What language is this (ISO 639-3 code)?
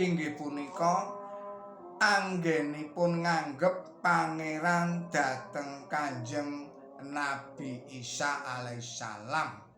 jav